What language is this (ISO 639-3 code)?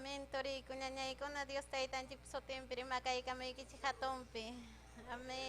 quy